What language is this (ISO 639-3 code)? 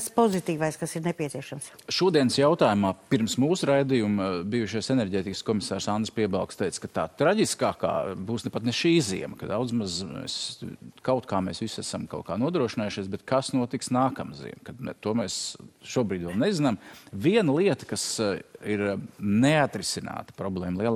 lav